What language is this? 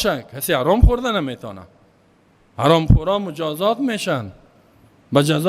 Persian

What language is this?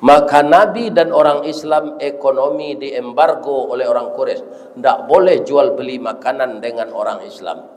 Minangkabau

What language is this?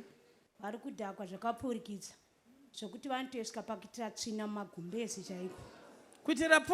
Shona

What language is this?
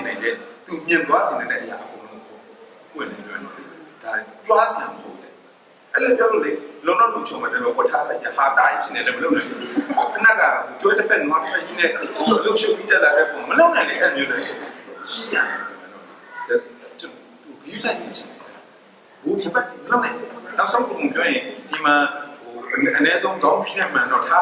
Burmese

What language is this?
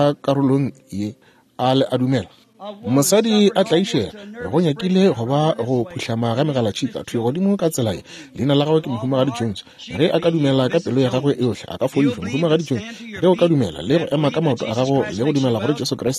Northern Sotho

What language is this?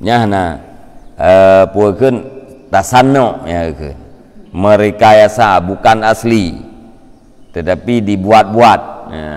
Achinese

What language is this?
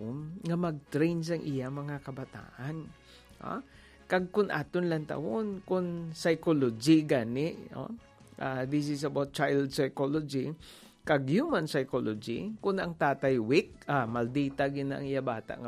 Hiligaynon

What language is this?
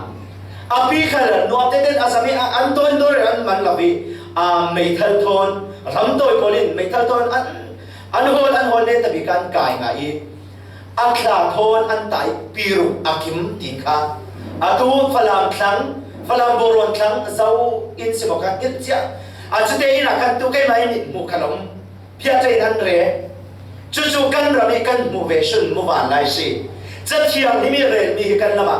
Falam Chin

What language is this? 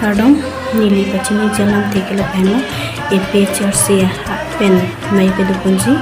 Karbi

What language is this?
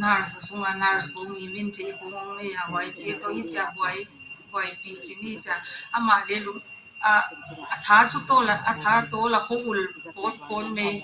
Paite Chin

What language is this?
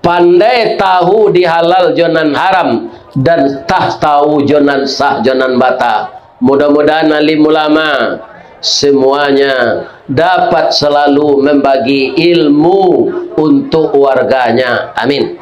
Minangkabau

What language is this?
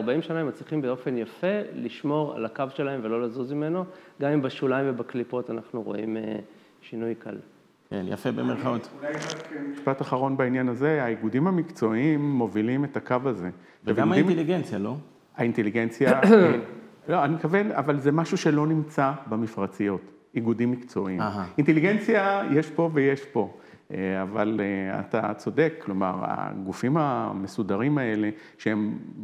Hebrew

